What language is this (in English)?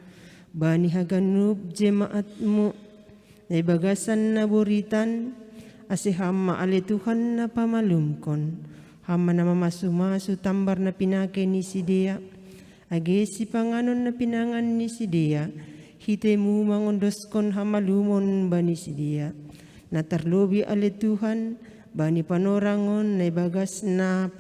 Batak Simalungun